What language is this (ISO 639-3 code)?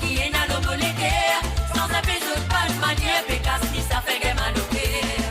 mfe